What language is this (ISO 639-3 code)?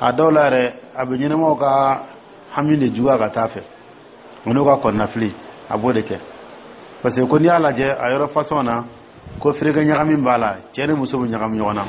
dyu